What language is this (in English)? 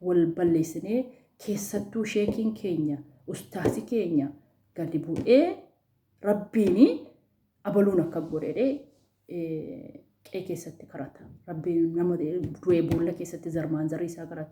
Oromo